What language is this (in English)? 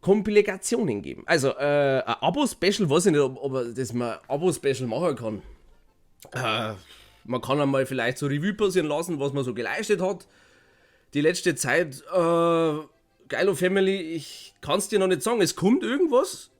Bavarian